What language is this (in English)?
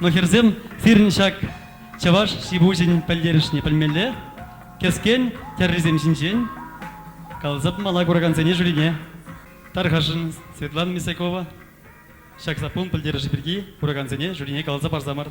Chuvash